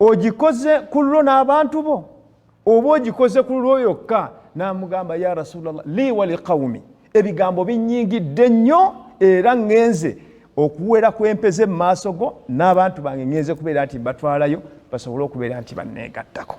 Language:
Ganda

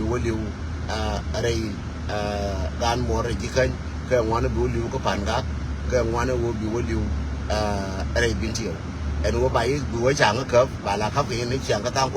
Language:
Nuer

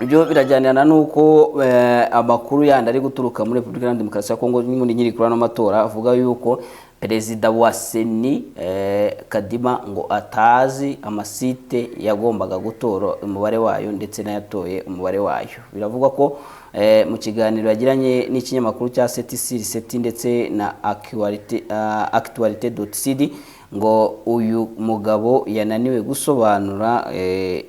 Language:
Kinyarwanda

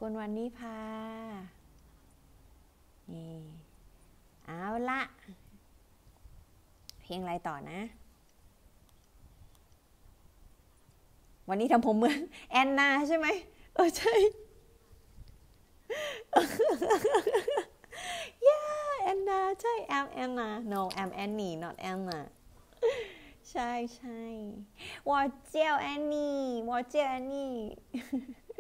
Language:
Thai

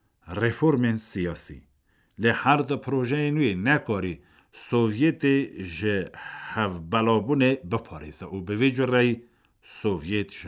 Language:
Kurdish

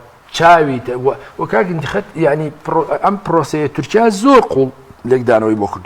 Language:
Central Kurdish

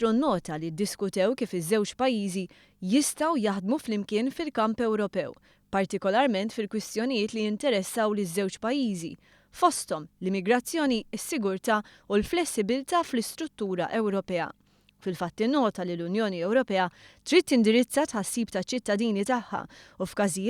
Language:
Maltese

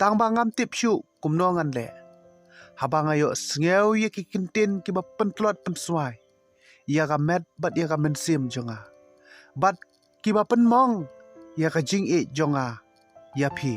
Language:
Khasi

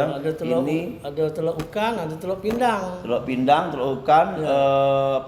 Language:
Musi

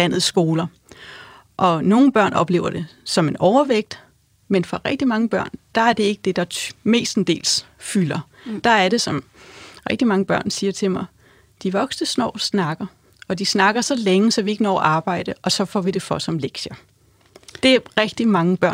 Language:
Danish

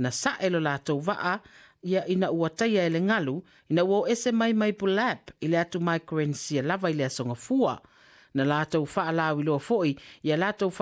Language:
Samoan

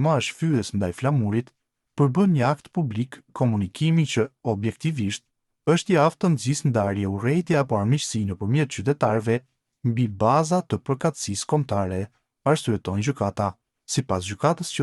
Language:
Albanian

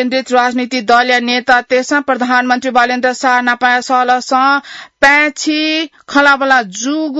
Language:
Newari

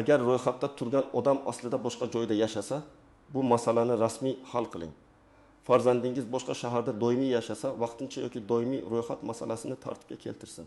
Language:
Uzbek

